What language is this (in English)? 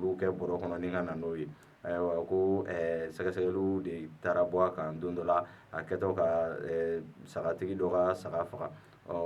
Bambara